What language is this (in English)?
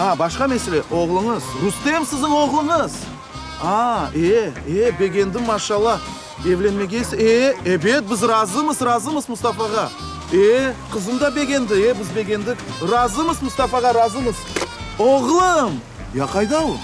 Crimean Tatar